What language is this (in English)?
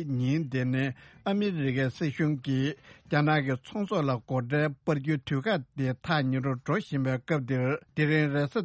Tibetan